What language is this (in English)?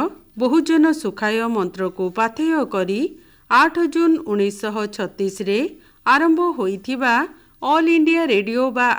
Odia